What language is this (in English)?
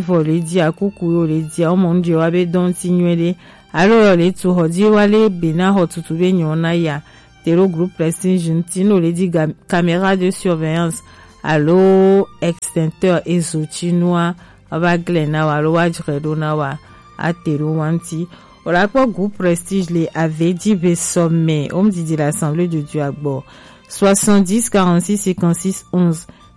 Gen